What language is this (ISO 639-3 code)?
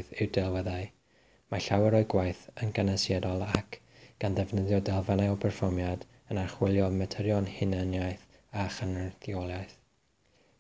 cym